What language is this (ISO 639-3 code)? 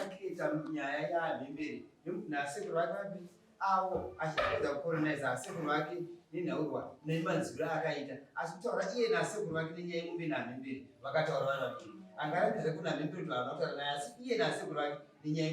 sna